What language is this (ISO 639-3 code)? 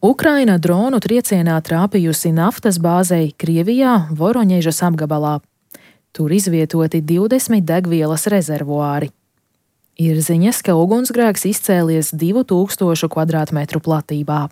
lav